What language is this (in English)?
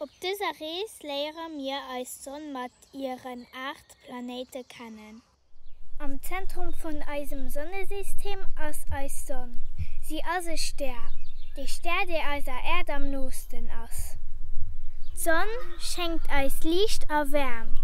Luxembourgish